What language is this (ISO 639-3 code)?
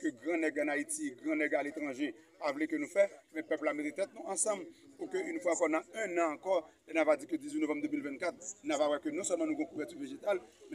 hat